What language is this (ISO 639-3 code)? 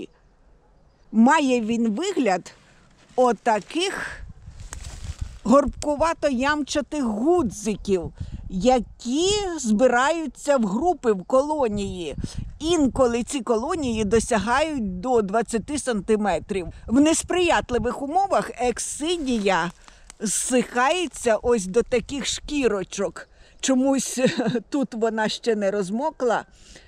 ukr